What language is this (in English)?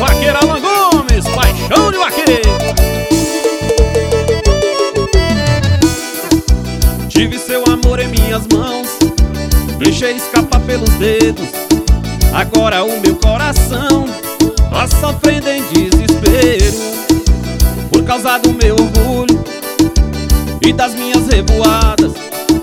Portuguese